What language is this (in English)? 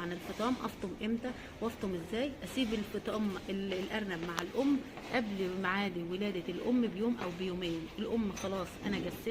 Egyptian Arabic